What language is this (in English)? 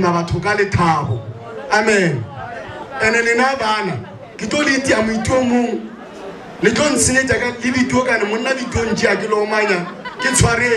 Northern Sotho